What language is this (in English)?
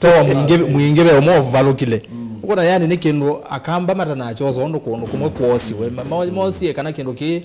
Kamba